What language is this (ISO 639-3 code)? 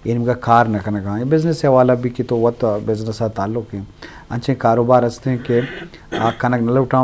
bgp